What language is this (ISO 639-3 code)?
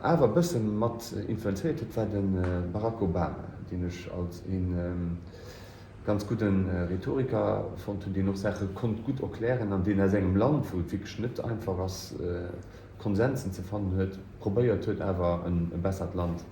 ltz